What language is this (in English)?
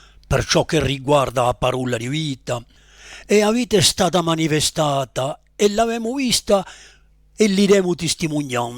Corsican